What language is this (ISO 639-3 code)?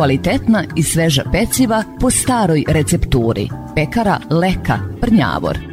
srp